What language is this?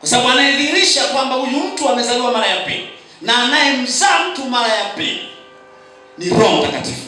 Swahili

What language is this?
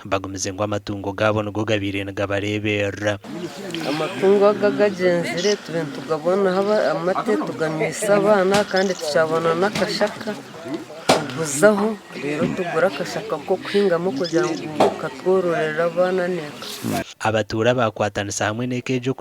Nyankole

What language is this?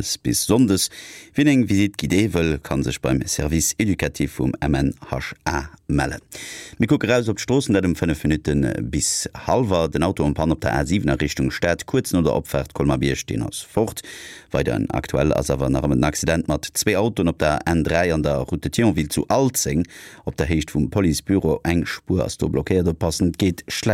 Luxembourgish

